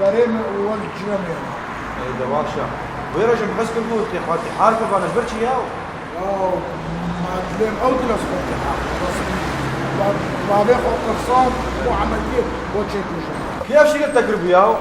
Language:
Kurdish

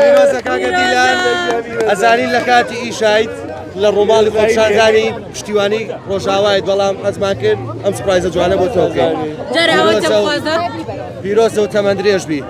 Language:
Central Kurdish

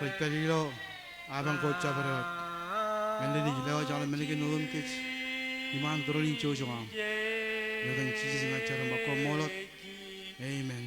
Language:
Marshallese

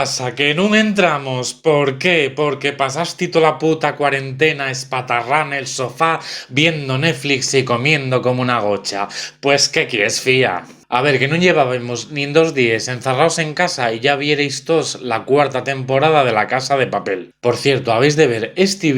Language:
Asturian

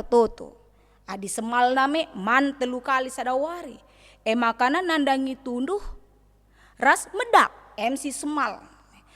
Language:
Batak Karo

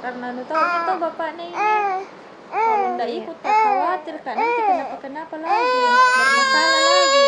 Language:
Makassar Malay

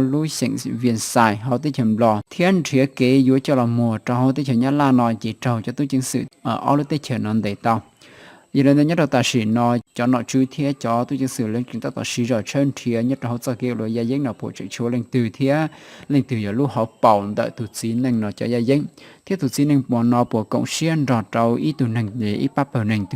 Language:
Hmong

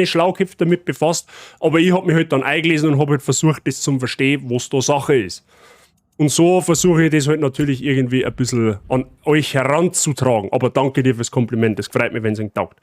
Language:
Bavarian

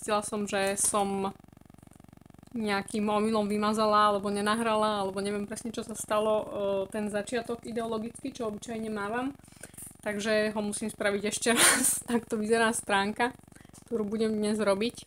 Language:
Slovak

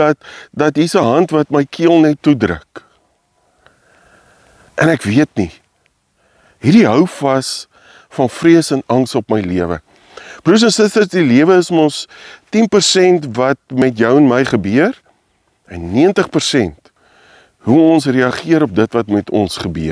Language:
Afrikaans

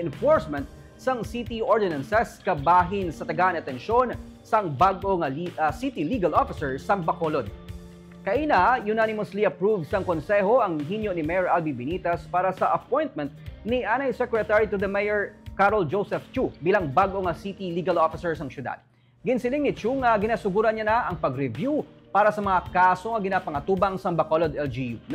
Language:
Hiligaynon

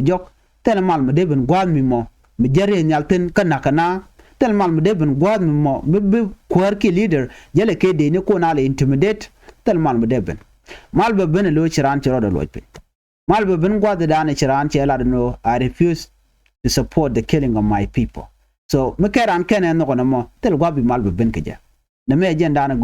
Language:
Nuer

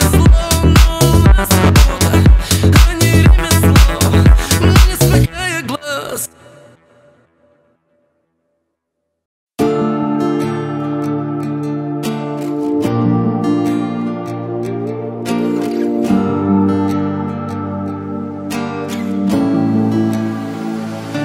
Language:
Russian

